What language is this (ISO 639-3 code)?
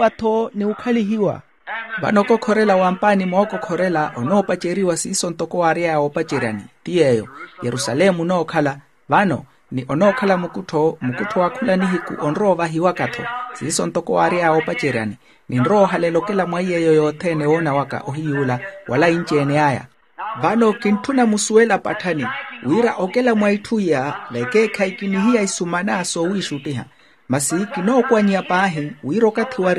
vmw